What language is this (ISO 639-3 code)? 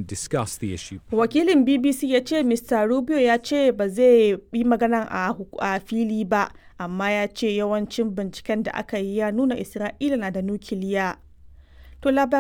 hau